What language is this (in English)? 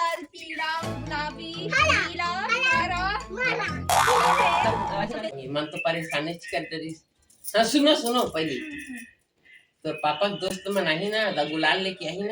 Chhattisgarhi